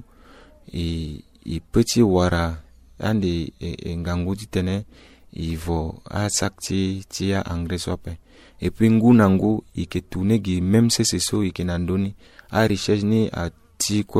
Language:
Sango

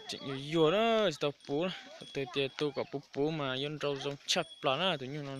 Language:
Hmong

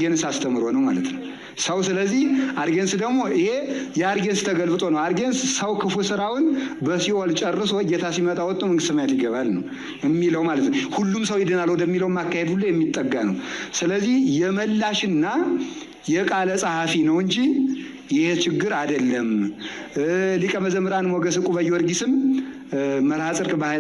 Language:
Amharic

